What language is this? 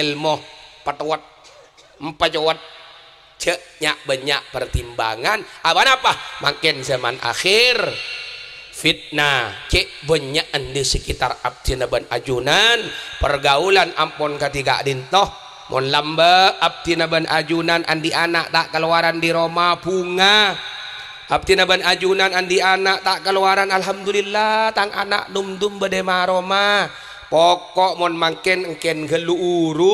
Madurese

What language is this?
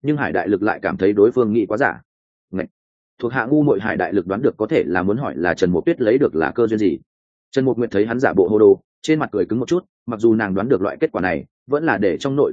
Vietnamese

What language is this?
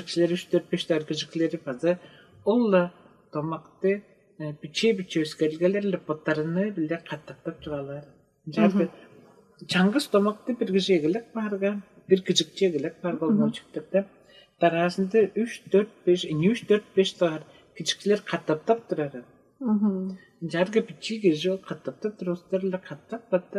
Tuvinian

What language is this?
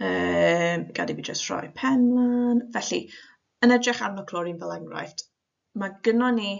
Welsh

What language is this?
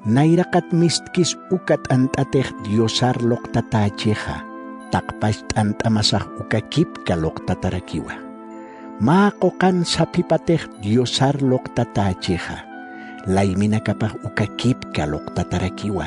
Aymara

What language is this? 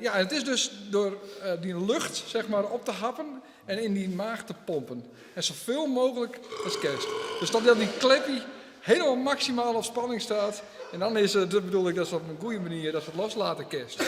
Western Frisian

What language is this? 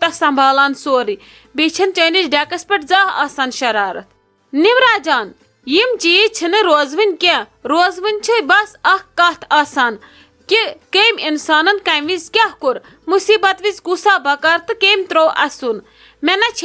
Kashmiri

